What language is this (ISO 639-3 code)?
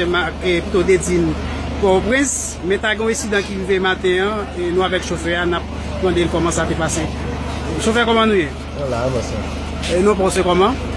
hat